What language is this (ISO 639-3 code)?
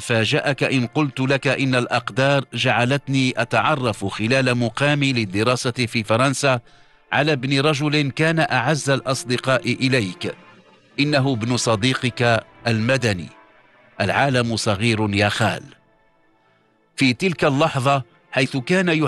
ara